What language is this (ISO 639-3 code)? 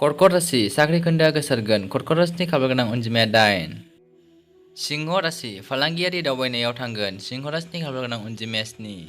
brx